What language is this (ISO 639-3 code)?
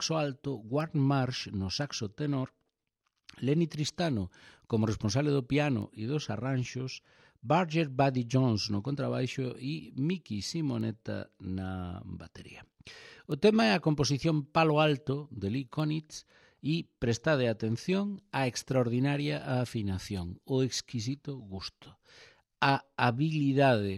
glg